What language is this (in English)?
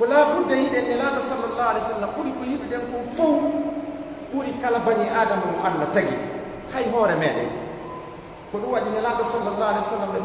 Pular